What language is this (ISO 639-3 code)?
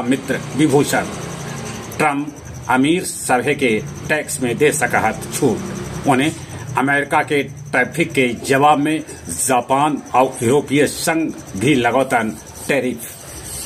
mag